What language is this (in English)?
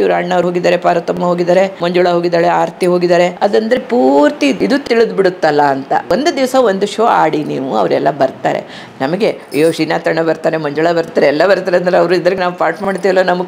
Kannada